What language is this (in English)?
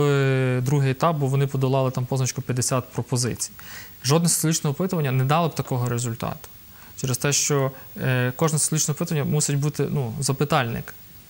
Ukrainian